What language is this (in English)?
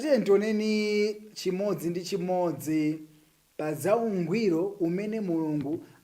Nyanja